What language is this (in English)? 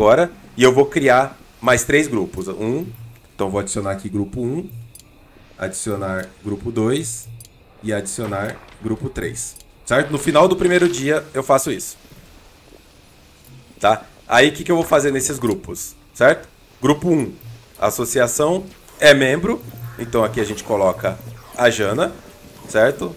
Portuguese